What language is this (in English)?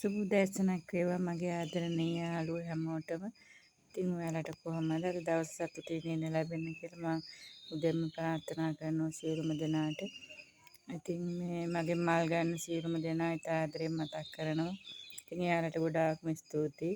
Sinhala